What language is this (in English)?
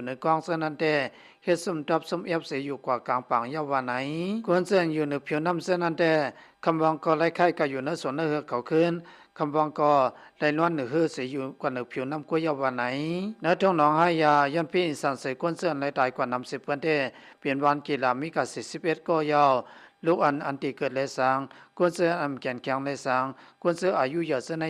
Shan